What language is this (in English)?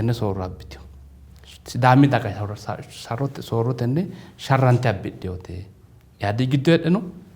Sidamo